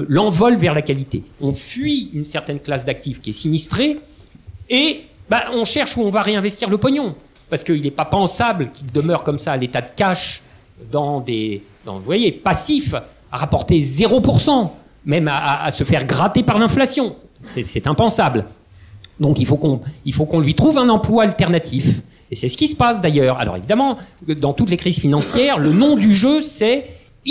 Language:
French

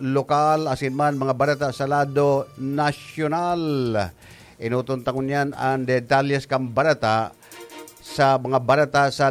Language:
Bikol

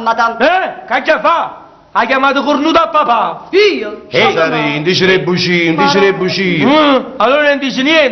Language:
Neapolitan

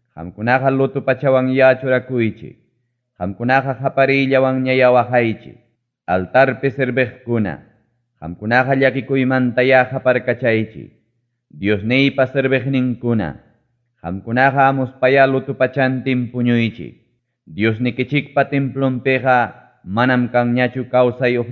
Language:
Ayacucho Quechua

